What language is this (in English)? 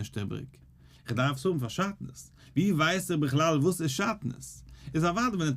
Yiddish